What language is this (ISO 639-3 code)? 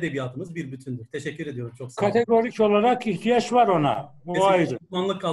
tur